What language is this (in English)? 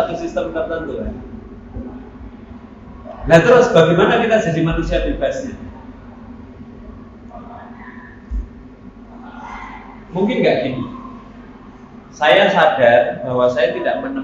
Indonesian